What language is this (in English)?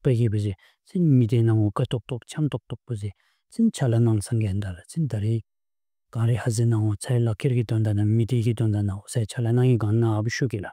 Bumthangkha